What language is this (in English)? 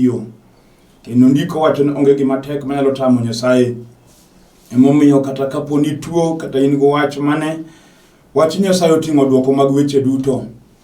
Luo (Kenya and Tanzania)